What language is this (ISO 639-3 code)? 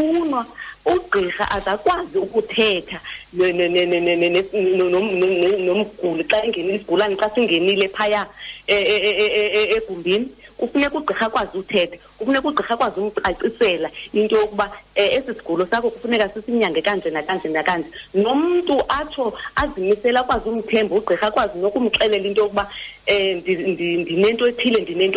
xho